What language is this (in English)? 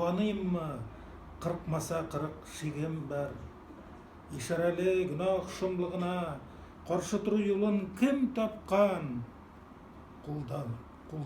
Tatar